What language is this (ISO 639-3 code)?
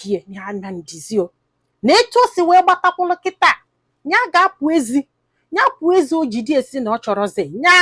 ibo